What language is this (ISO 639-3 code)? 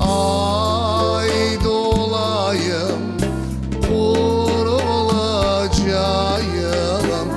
crh